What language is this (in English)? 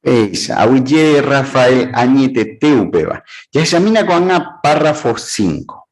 Guarani